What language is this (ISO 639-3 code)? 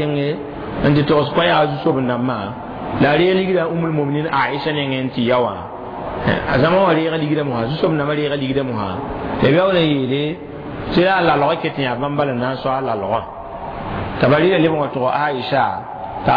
mos